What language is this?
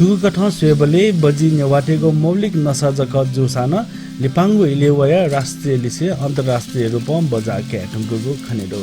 Newari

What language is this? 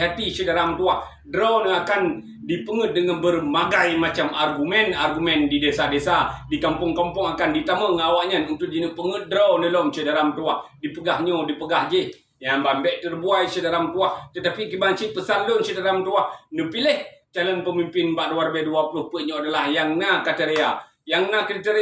Achinese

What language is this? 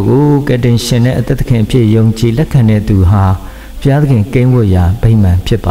Burmese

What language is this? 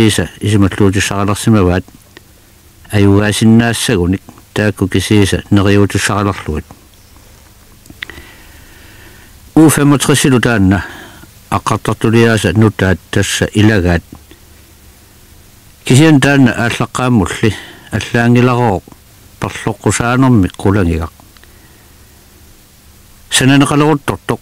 Kalaallisut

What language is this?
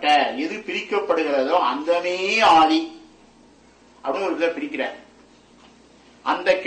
Tamil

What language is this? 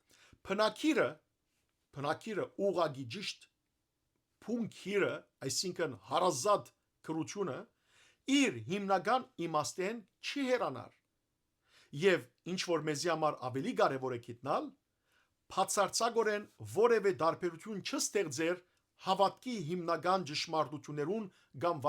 Western Armenian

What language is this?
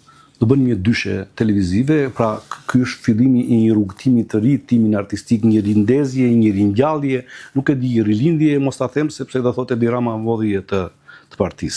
Albanian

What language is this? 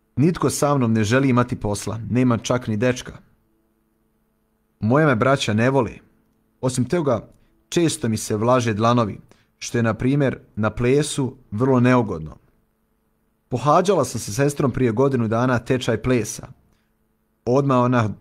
Croatian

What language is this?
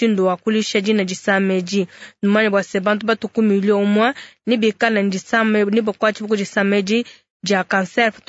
Luba-Lulua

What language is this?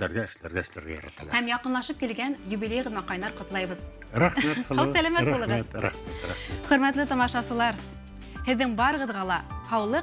Bashkir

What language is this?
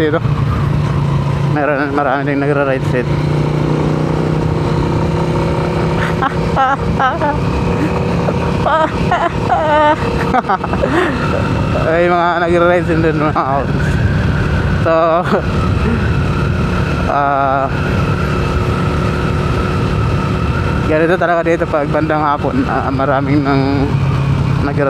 Filipino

